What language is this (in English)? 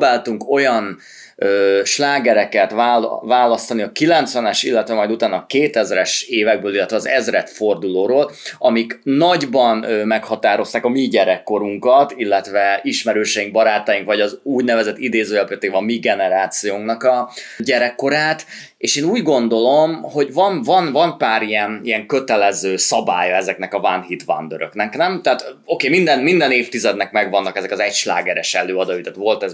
Hungarian